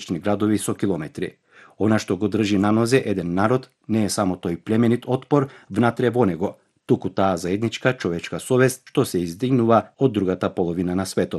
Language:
Macedonian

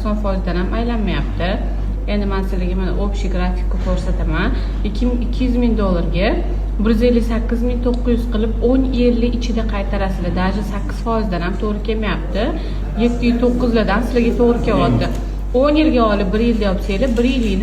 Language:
Uzbek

